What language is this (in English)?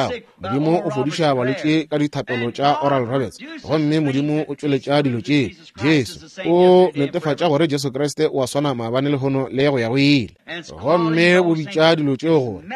Northern Sotho